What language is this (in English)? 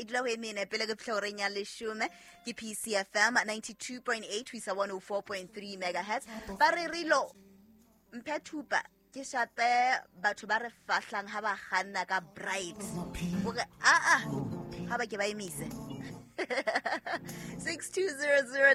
Southern Sotho